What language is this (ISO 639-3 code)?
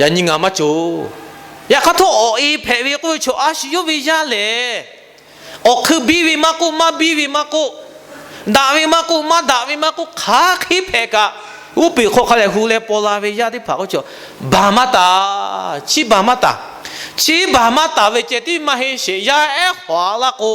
lhu